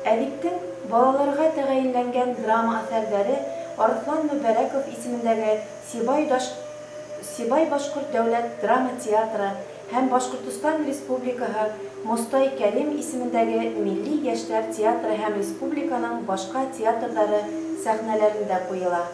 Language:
Bashkir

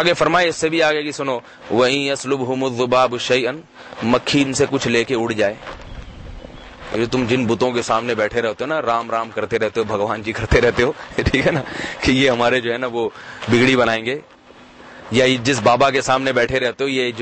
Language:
Urdu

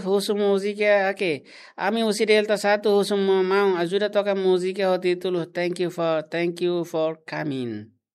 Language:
Tetum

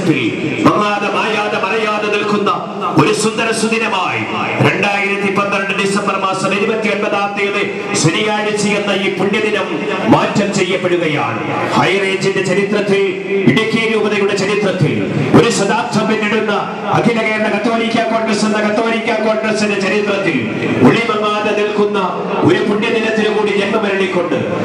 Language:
Malayalam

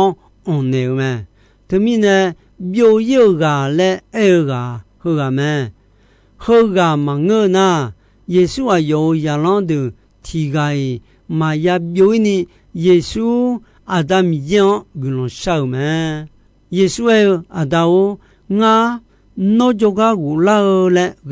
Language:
Akha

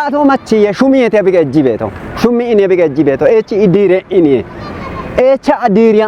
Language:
Kafa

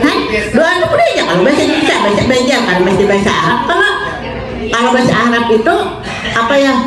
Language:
Banjar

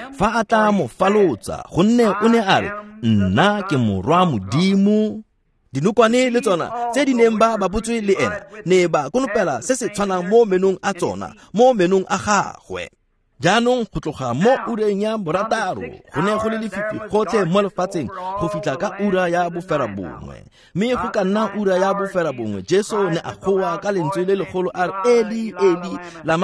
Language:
Tswana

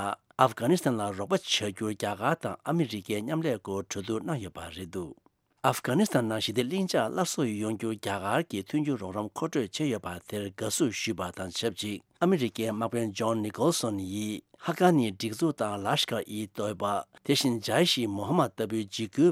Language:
Tibetan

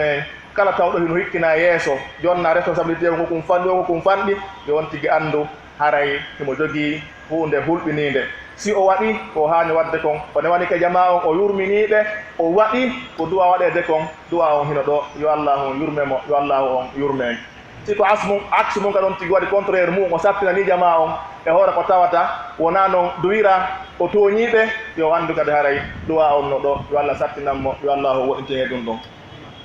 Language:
Pular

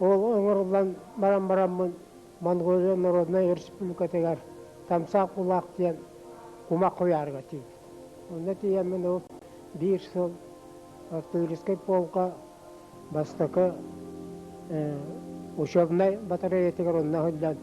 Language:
Yakut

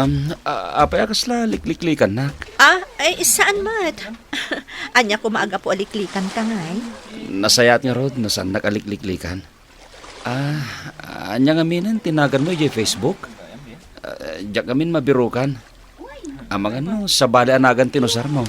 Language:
Iloko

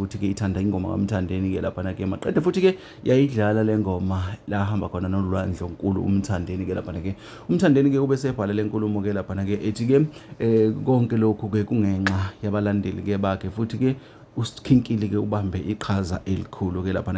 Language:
Zulu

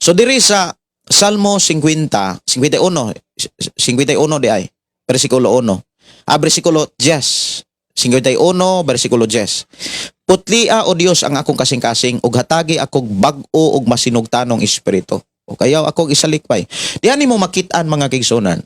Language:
Cebuano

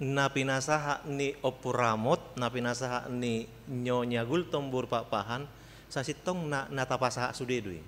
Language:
Batak Toba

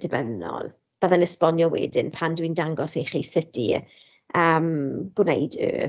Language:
Welsh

